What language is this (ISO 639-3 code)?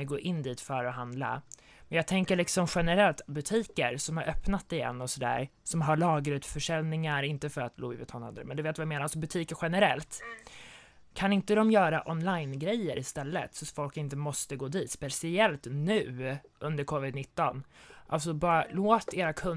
swe